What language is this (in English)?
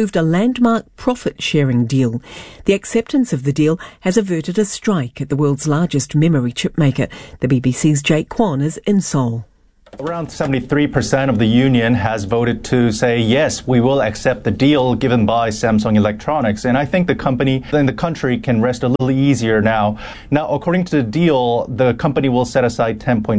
English